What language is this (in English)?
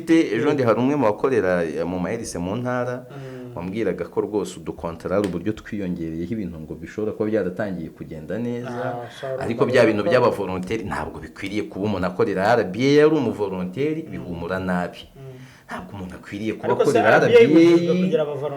Kinyarwanda